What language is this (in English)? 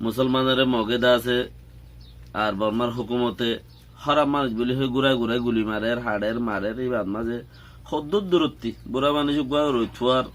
Rohingya